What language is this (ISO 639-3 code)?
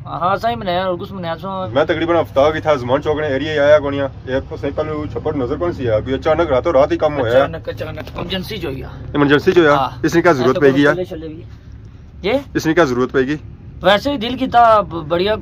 phr